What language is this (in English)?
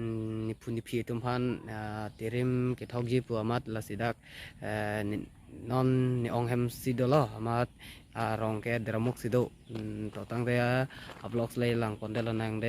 Karbi